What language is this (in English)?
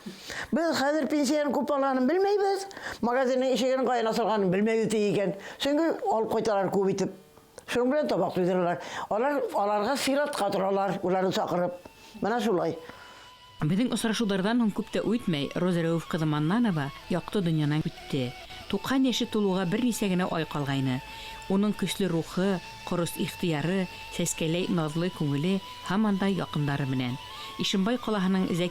Bashkir